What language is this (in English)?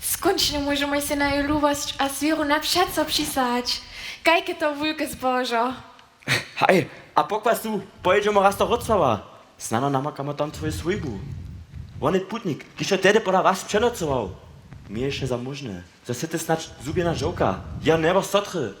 Upper Sorbian